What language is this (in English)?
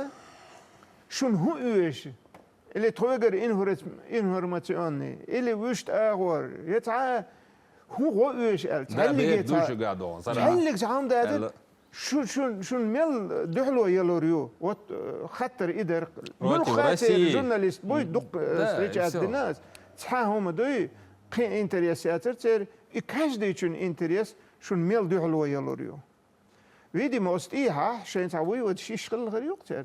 Chechen